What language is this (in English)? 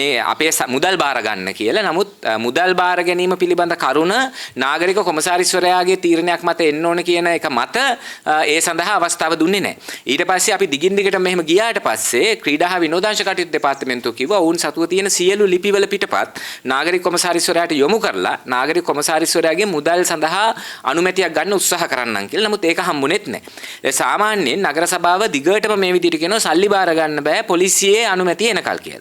Sinhala